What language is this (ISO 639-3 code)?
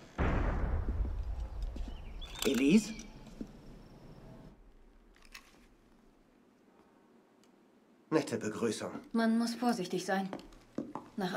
deu